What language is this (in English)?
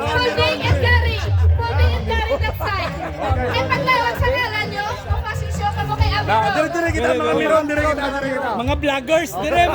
Hiligaynon